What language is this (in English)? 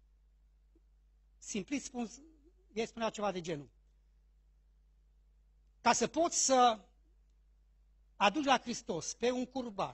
Romanian